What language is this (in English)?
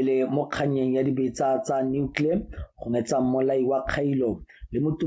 Tswana